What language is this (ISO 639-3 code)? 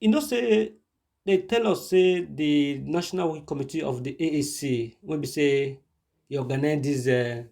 pcm